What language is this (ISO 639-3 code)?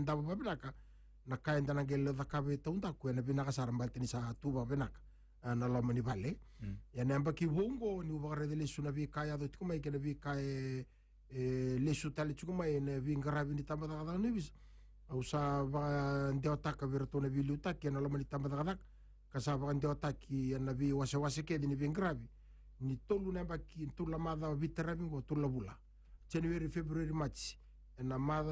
fij